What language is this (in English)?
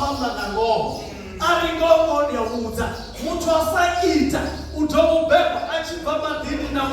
Venda